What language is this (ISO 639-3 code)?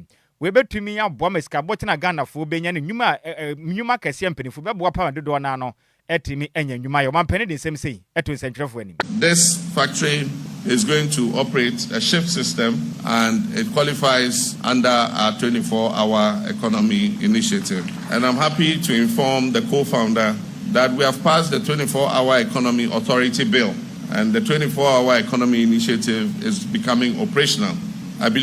aka